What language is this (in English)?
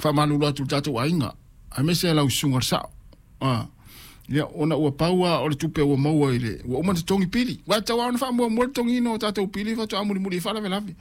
Samoan